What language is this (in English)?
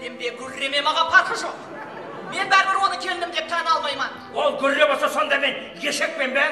Kara-Kalpak